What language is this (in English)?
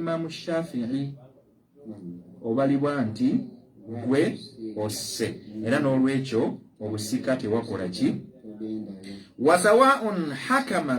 Ganda